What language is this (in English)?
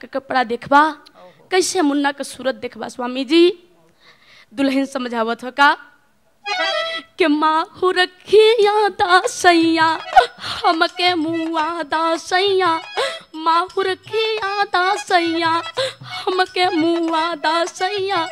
Bhojpuri